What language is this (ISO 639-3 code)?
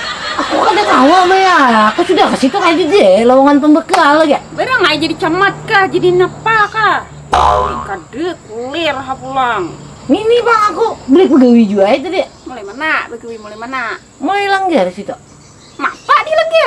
bjn